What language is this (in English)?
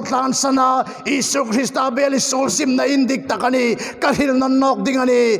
Hmar